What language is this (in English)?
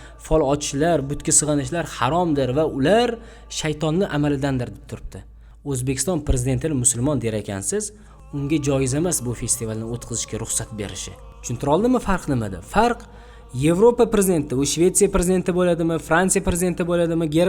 Uzbek